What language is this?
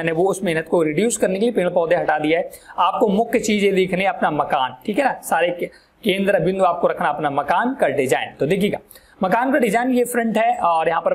Hindi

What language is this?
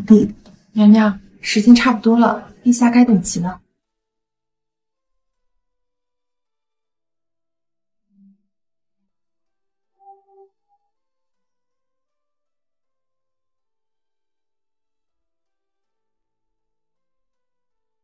Chinese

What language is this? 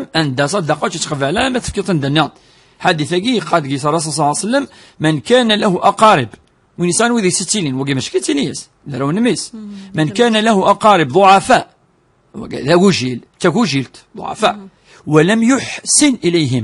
Kabyle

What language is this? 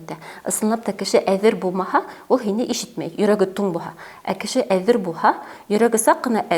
Bashkir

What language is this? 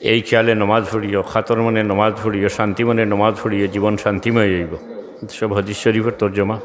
Sylheti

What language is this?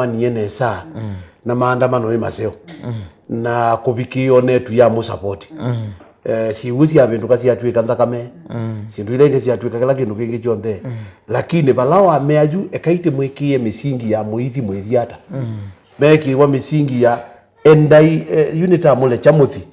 Kamba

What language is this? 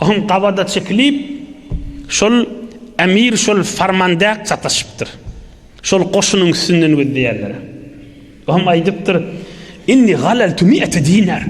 Turkmen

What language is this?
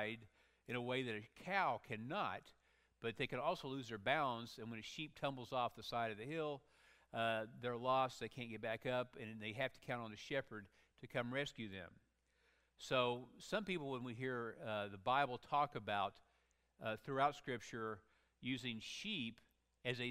English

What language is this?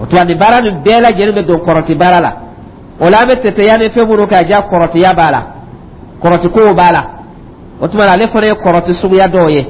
Dyula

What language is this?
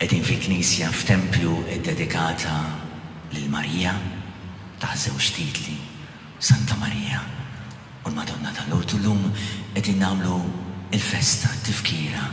Maltese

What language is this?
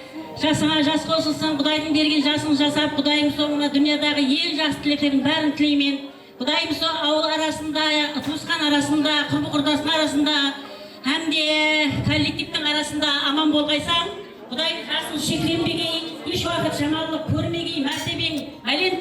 Kara-Kalpak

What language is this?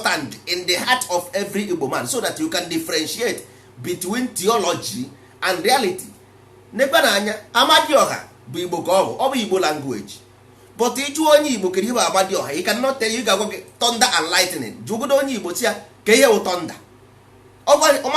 Igbo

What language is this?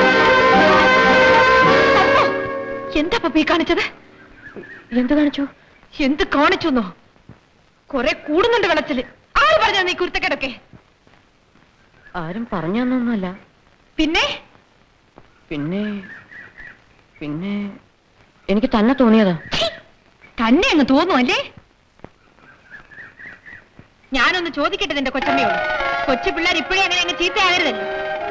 Malayalam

